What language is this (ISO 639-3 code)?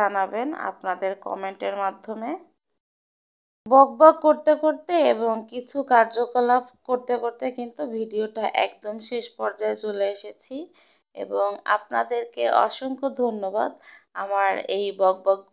ben